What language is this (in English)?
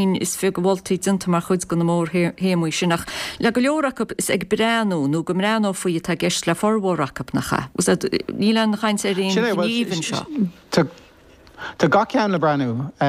Irish